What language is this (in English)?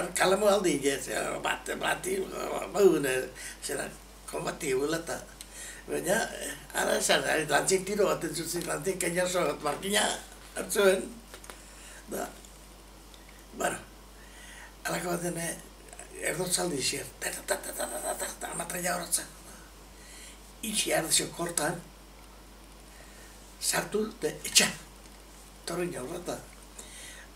Basque